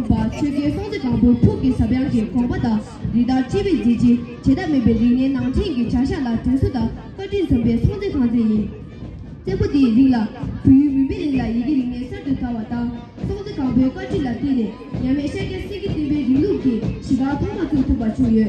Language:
Tibetan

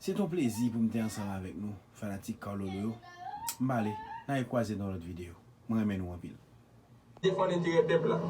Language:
Haitian Creole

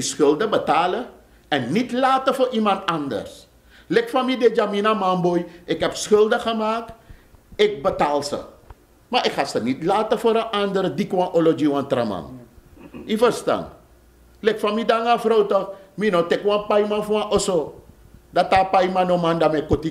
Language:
Sranan Tongo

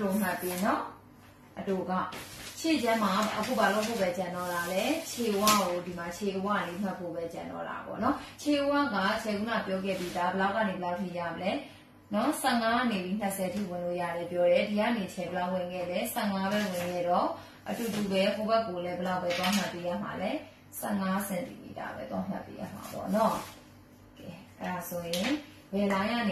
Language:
Burmese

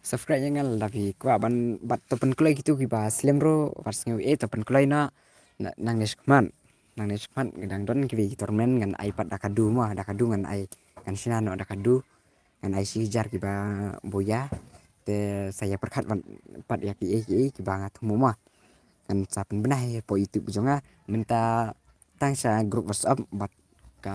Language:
Khasi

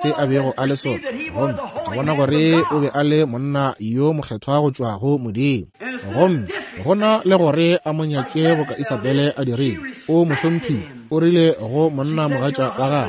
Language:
Northern Sotho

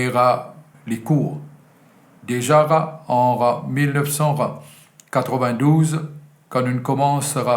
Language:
Morisyen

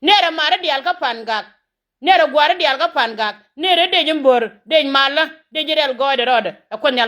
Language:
Nuer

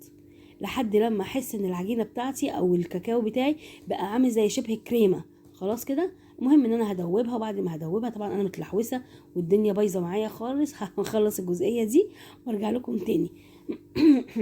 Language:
Egyptian Arabic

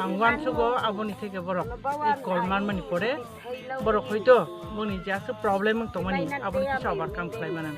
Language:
Kok Borok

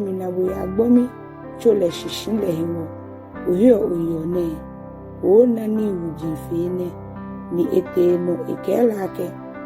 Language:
Ga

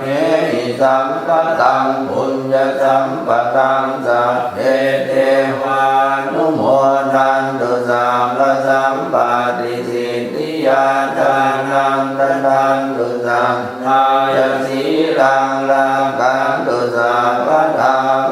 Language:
Pali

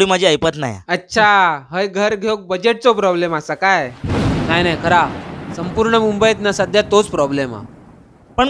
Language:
Konkani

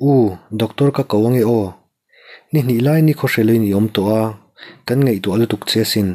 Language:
Mizo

